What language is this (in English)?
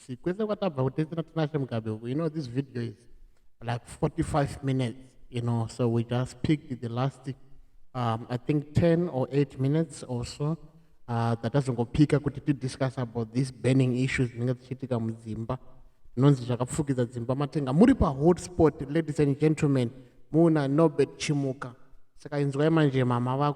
Shona